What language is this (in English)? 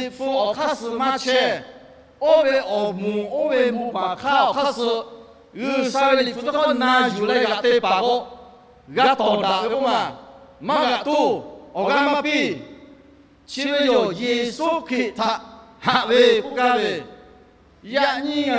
Lahu